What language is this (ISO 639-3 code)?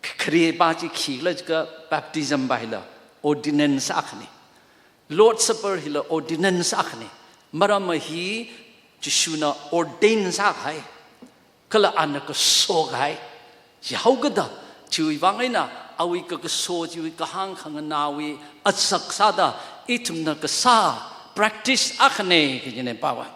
nmf